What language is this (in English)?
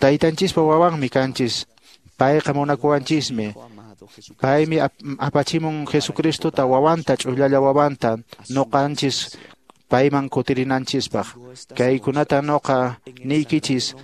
Quechua